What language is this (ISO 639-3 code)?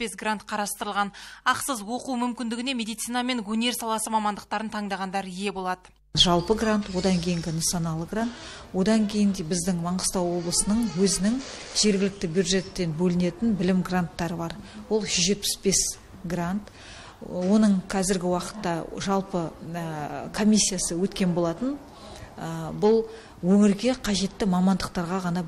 kaz